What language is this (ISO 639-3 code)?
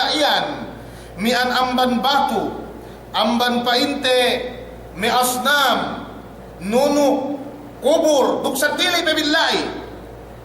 yka